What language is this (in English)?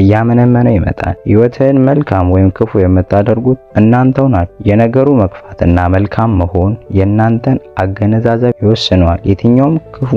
Amharic